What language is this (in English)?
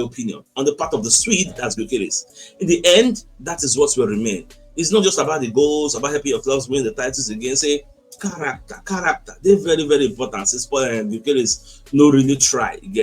Nigerian Pidgin